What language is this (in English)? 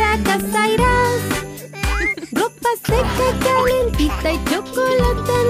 Spanish